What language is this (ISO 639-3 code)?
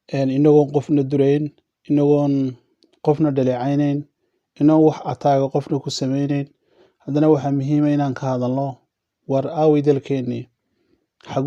som